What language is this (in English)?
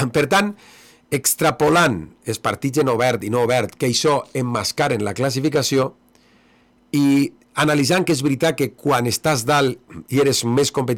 Catalan